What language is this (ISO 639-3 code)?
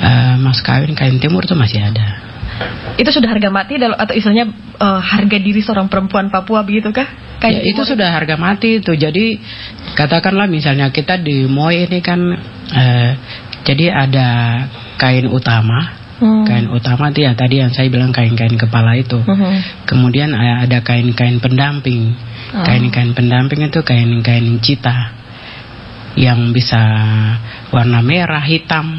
ind